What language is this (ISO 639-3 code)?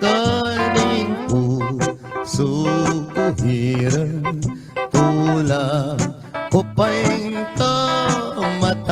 pam